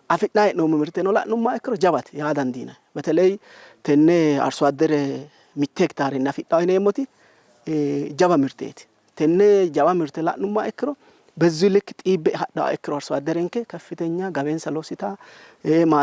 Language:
Sidamo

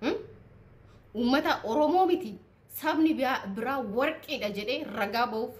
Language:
Oromo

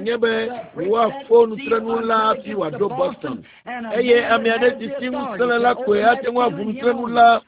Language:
Ewe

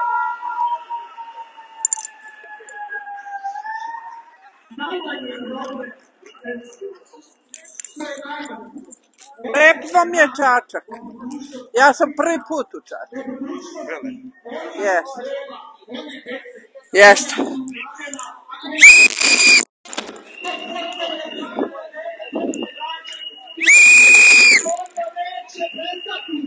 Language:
Serbian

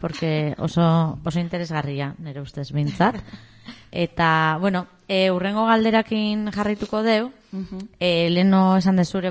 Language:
Basque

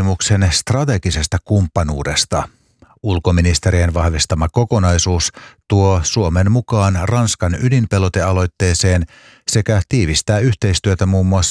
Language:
Finnish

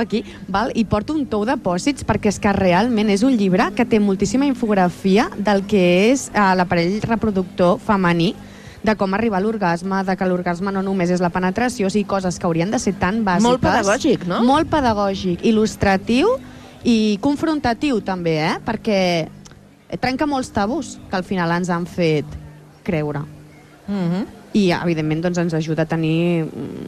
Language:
Catalan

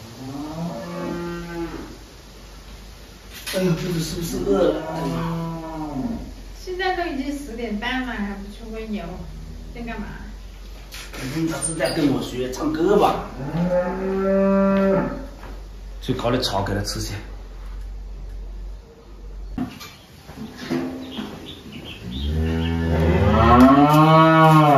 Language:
Chinese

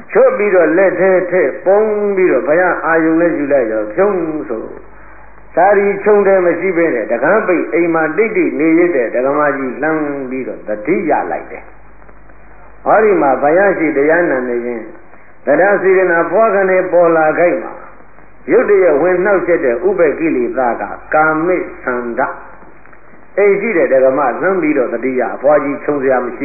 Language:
Burmese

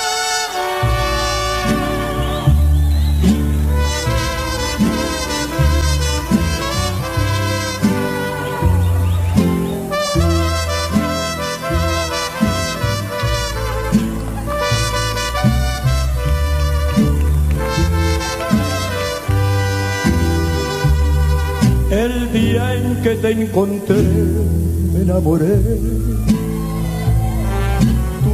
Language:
Spanish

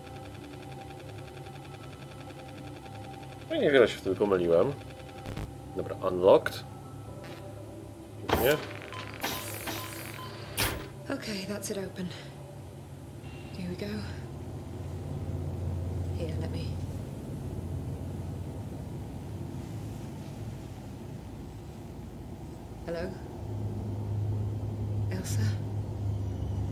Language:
Polish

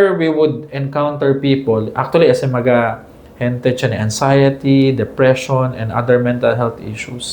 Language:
Chavacano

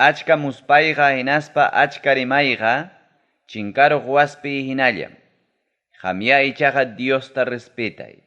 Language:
Ayacucho Quechua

